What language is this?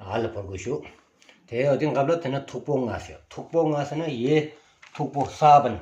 Stod Bhoti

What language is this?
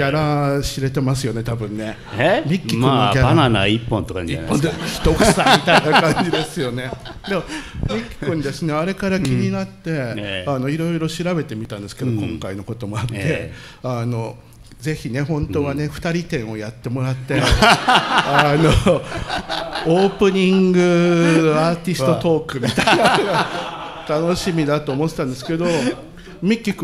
Japanese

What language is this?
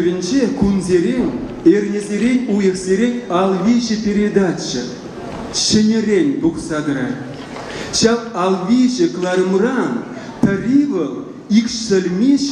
Chuvash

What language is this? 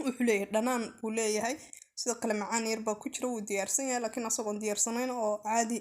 Somali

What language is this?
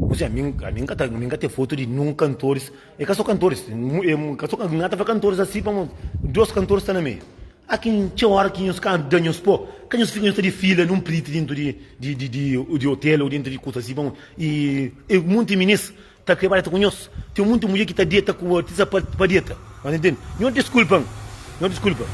Kabuverdianu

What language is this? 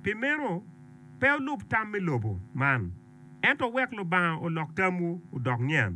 Acoli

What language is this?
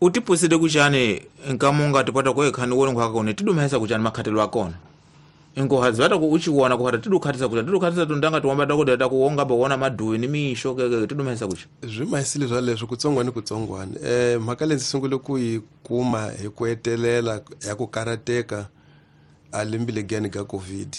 Tsonga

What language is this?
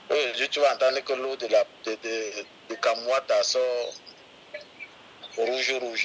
French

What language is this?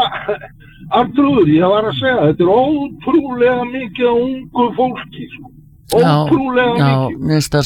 Icelandic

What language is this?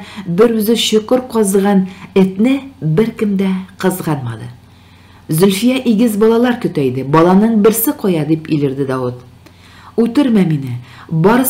Tatar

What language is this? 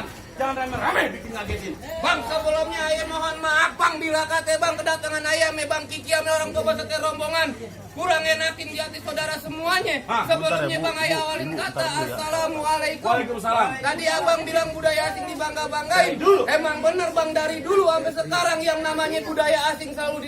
Betawi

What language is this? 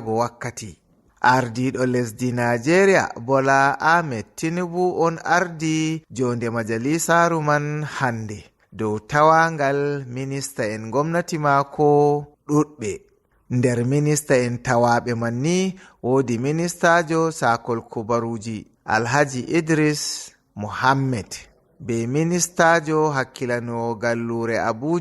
Fula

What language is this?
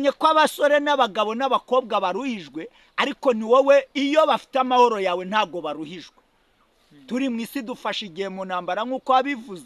Kinyarwanda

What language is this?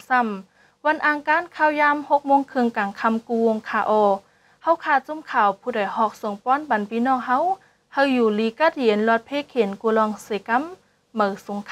Shan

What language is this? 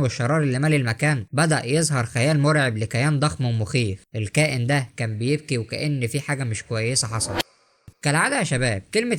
Egyptian Arabic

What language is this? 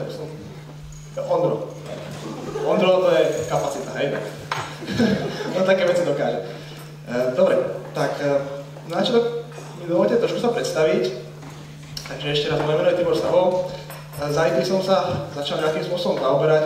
Slovak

